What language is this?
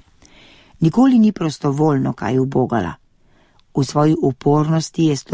Slovenian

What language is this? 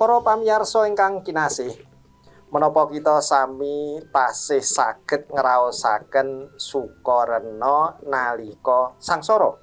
Javanese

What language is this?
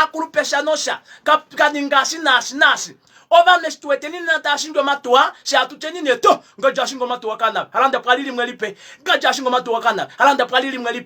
Kuanyama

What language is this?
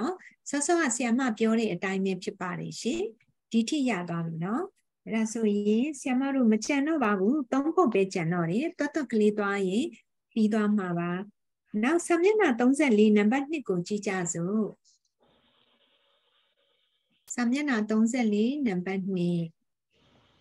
Burmese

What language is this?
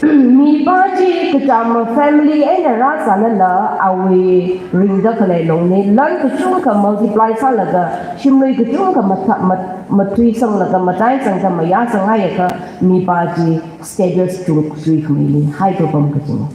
Tangkhul Naga (India)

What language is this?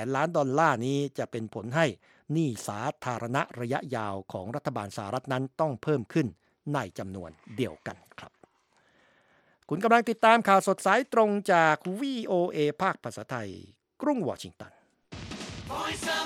Thai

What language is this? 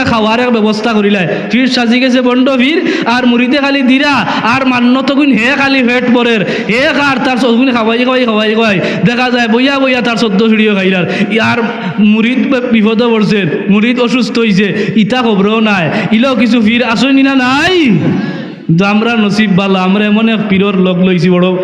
Sylheti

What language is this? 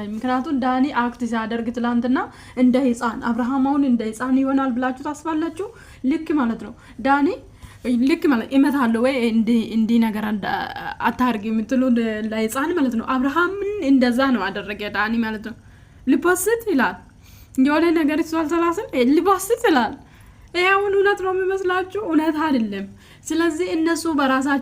Amharic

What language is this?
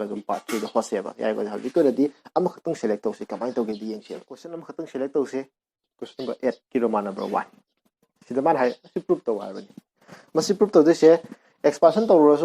Manipuri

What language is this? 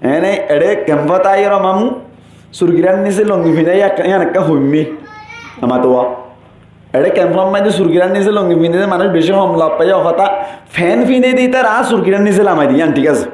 Rohingya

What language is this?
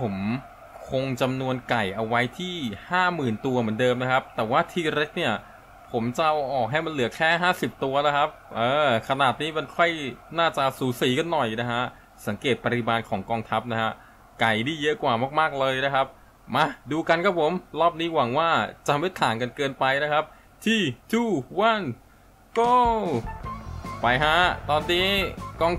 Thai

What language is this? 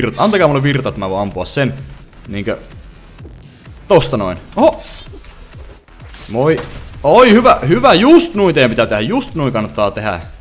Finnish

